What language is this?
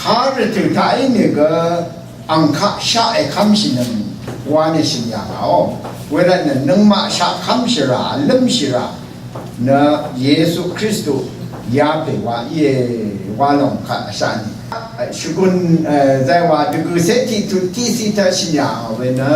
Rawang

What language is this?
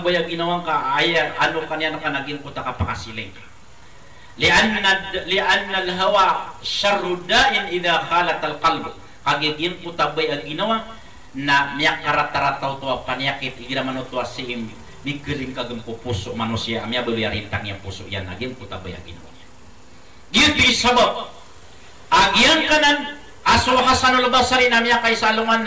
Maranao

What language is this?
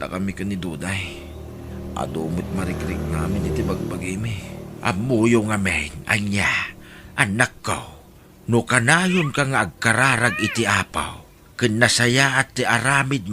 Iloko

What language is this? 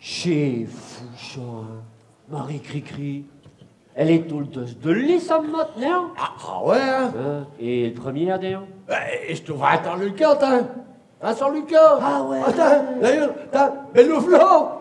Picard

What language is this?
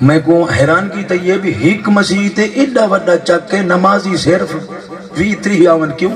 Saraiki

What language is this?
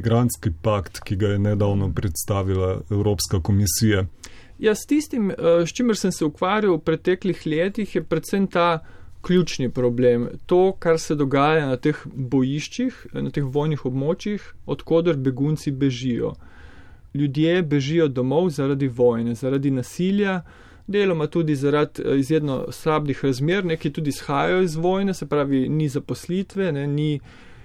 Slovenian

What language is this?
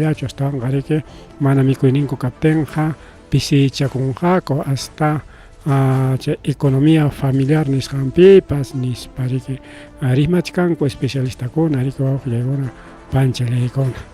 Ayacucho Quechua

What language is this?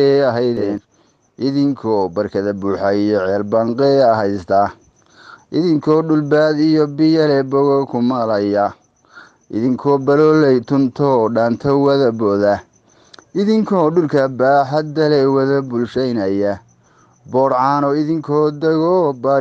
Somali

